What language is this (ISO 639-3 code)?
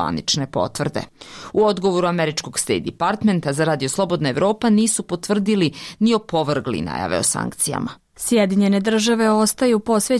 bos